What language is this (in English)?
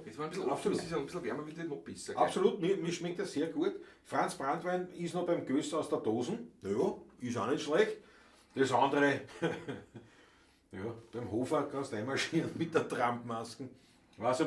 Bavarian